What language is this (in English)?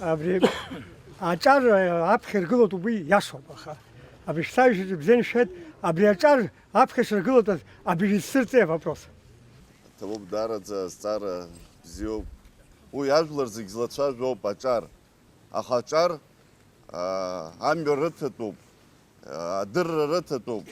Abkhazian